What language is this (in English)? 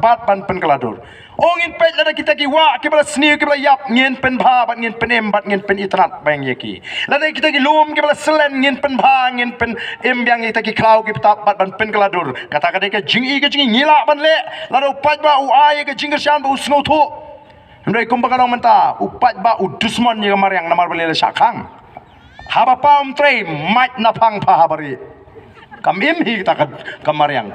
Khasi